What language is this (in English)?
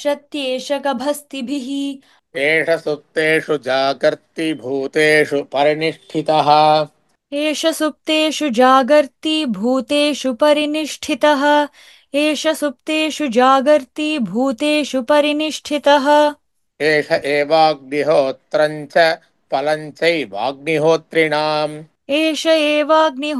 Sanskrit